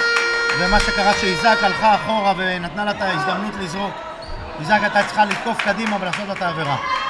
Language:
Hebrew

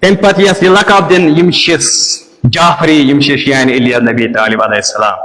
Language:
Kashmiri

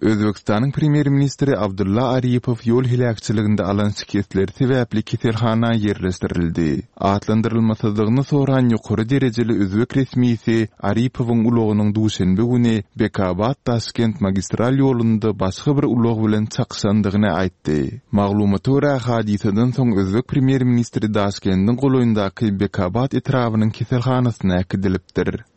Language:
Turkmen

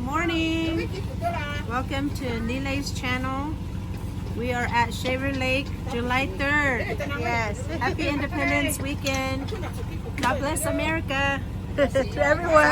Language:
Lahu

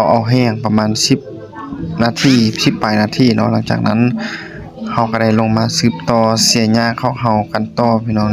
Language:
Lao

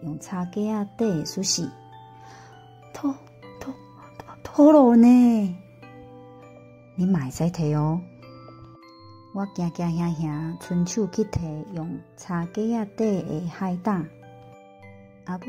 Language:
Min Nan Chinese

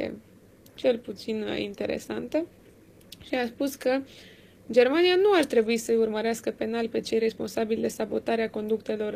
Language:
Romanian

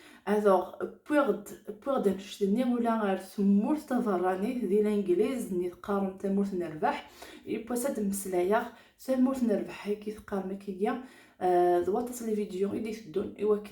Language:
Kabyle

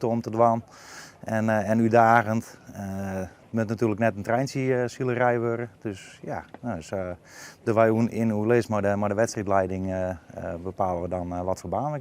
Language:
Western Frisian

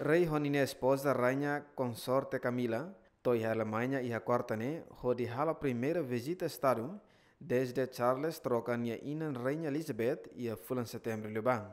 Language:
Tetum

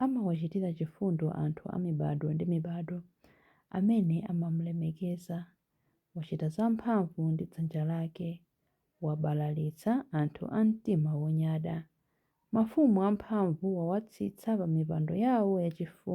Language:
Nyanja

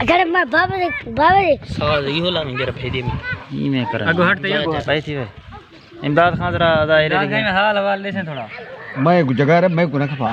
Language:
Saraiki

